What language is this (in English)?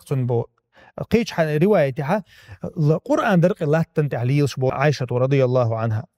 Chechen